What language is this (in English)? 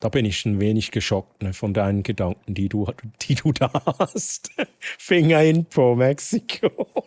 Swiss German